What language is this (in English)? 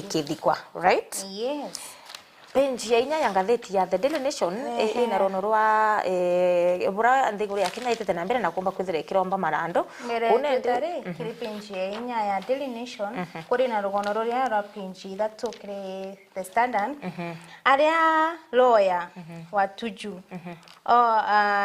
Meru